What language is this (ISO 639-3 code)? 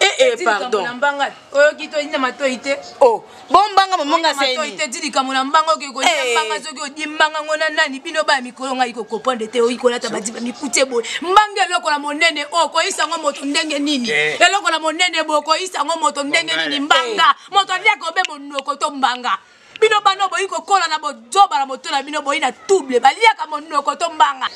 lin